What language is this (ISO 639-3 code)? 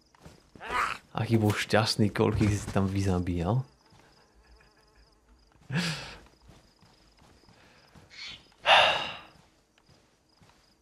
slk